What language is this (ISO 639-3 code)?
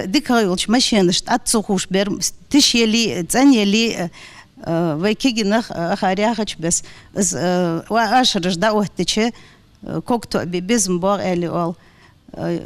inh